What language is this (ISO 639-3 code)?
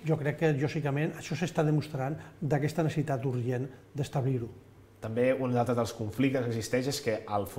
cat